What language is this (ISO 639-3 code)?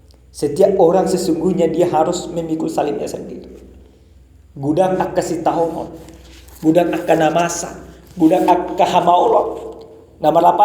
bbc